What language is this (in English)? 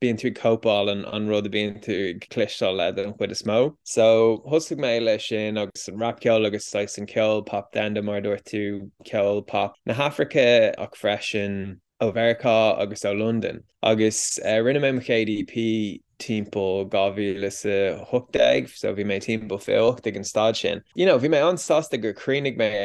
Irish